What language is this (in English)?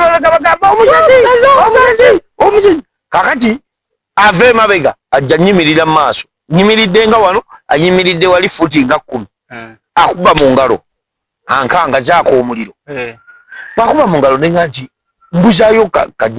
Ganda